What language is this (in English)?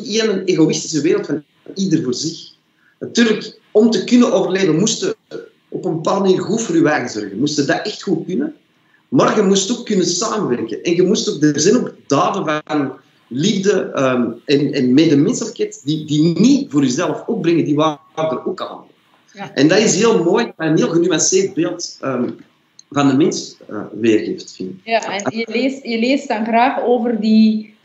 Dutch